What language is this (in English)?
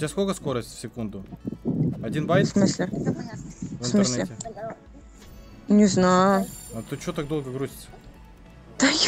Russian